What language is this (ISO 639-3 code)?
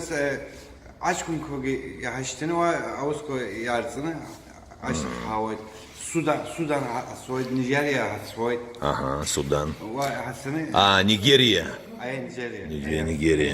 abk